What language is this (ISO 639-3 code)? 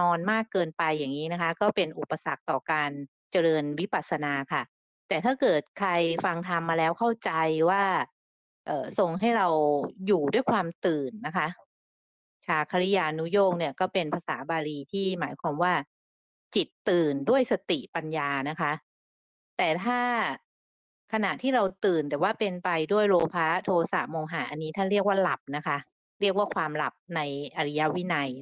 tha